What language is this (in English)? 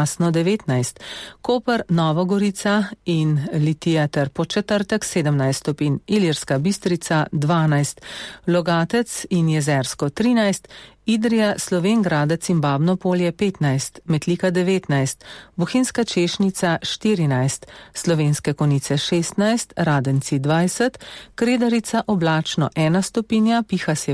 Slovenian